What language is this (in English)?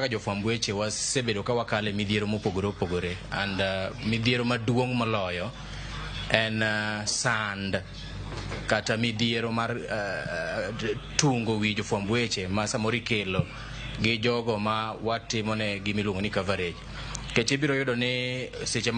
Luo (Kenya and Tanzania)